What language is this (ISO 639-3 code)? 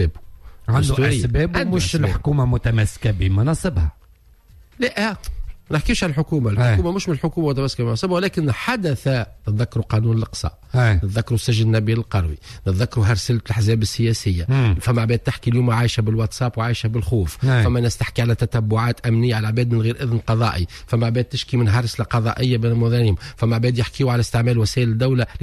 aeb